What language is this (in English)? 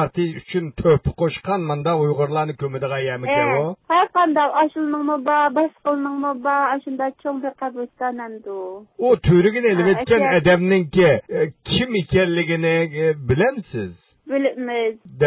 Uyghur